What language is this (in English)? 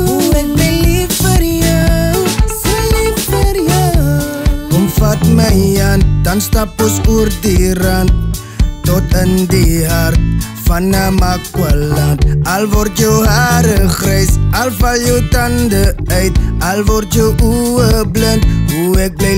Afrikaans